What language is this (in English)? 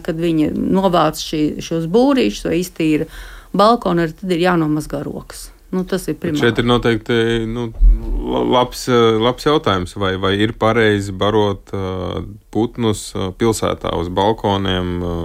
Latvian